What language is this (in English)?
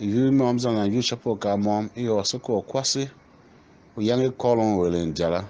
Tiv